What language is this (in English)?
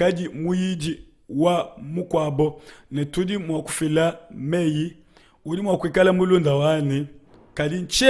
Luba-Lulua